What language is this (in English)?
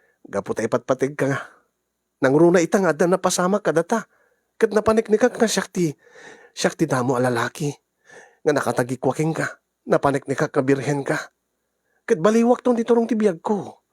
Iloko